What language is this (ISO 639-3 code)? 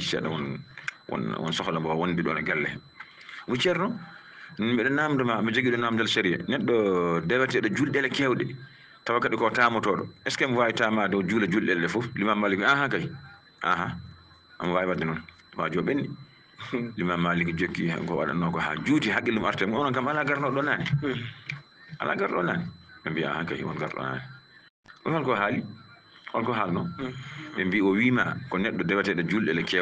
ful